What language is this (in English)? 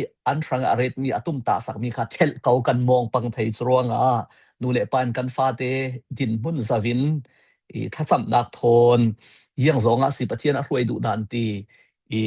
Falam Chin